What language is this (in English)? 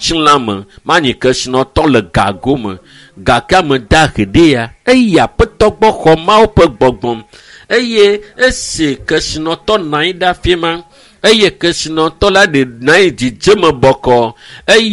Ewe